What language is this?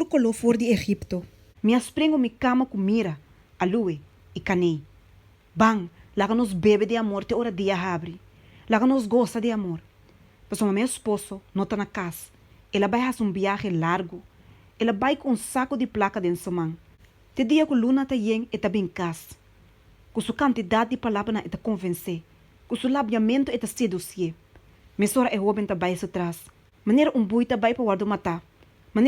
Papiamento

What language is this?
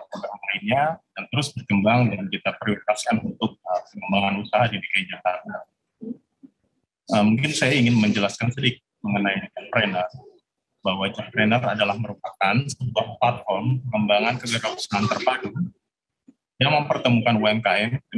Indonesian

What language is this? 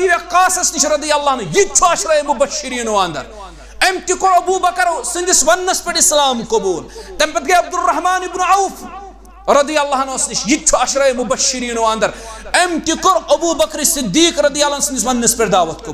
Kashmiri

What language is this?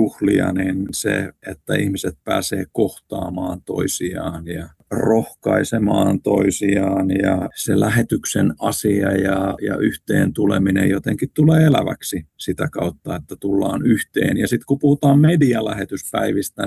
Finnish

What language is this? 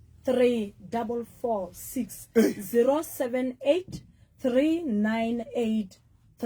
Southern Sotho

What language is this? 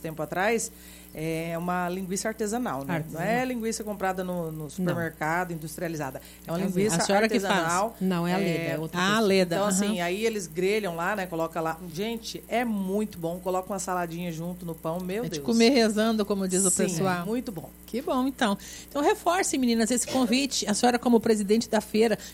Portuguese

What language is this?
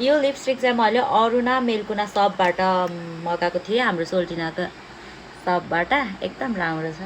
Nepali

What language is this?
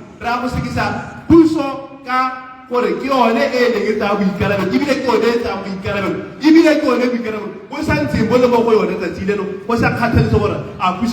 Tswana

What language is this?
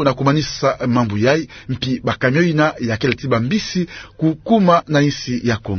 Kituba (Democratic Republic of Congo)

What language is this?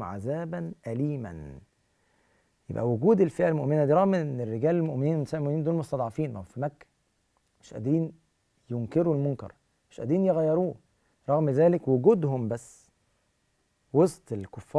Arabic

